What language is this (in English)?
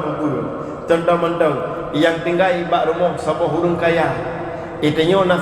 Achinese